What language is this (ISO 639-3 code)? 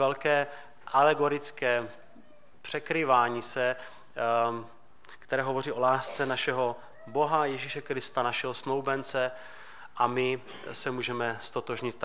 ces